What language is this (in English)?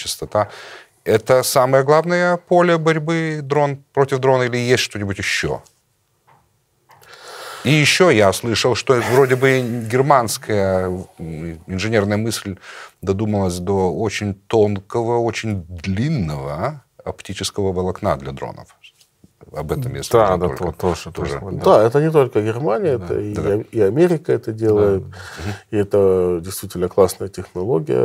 Russian